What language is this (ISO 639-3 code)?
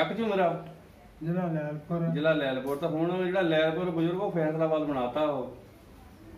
pan